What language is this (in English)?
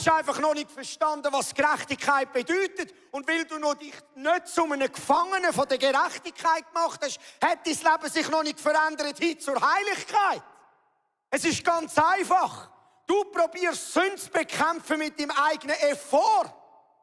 Swiss German